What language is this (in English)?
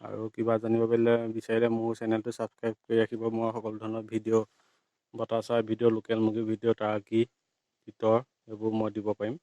Assamese